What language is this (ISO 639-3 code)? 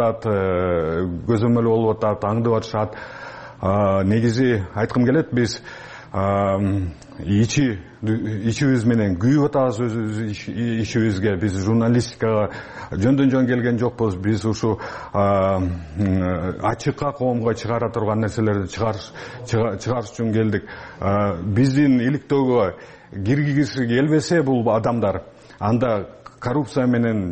kir